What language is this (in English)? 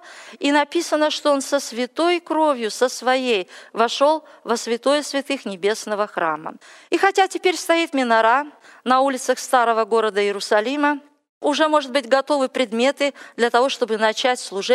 Russian